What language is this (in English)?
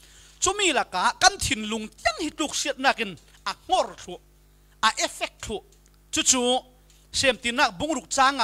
Falam Chin